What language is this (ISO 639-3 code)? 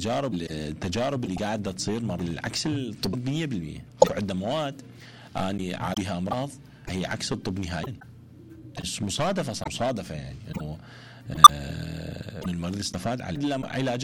acm